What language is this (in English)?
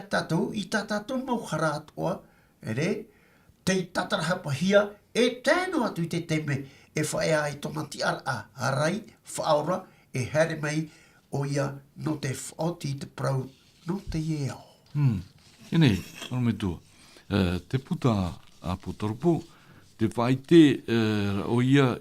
Tahitian